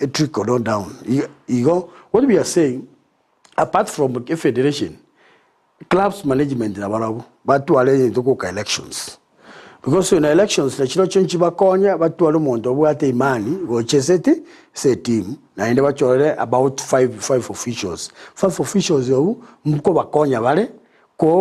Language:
Gusii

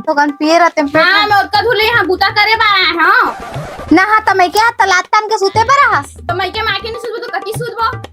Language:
Chhattisgarhi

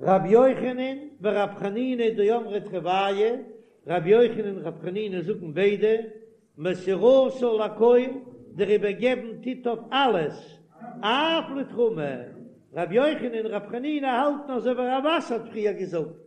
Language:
Yiddish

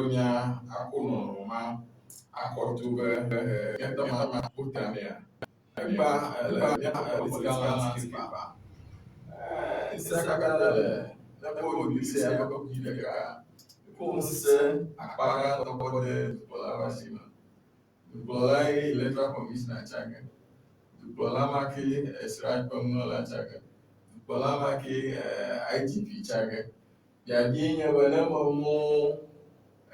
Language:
Ewe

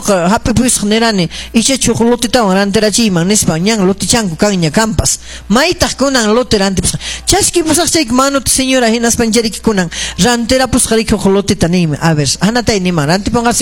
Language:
Quechua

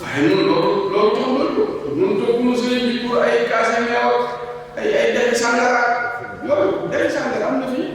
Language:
Wolof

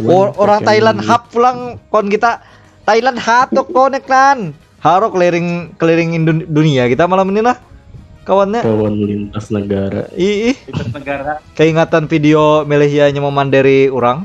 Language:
Banjar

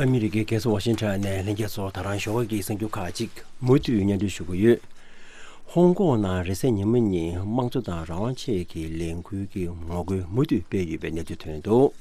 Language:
Tibetan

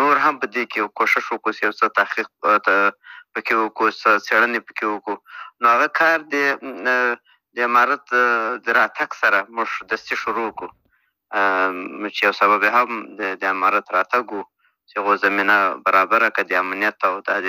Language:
Pashto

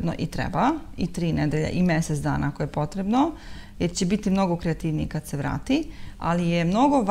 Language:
Serbian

